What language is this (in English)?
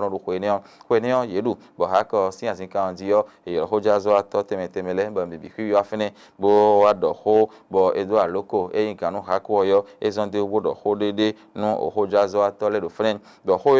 Fon